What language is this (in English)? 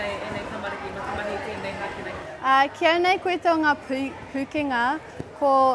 Māori